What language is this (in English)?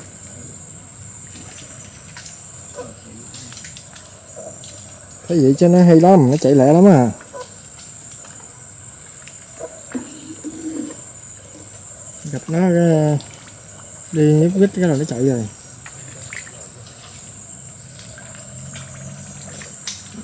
Vietnamese